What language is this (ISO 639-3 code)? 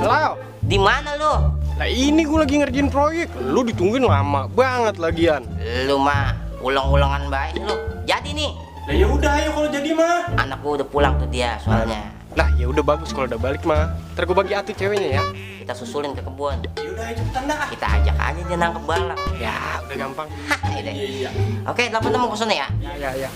bew